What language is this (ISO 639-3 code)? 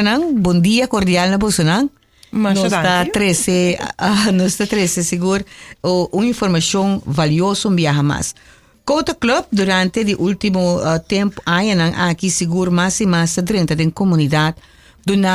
pap